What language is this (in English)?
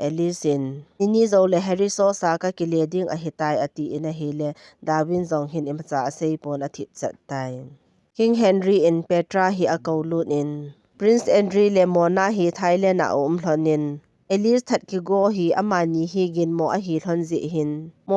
Thado Chin